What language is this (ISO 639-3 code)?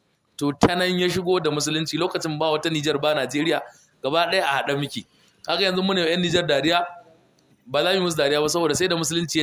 hau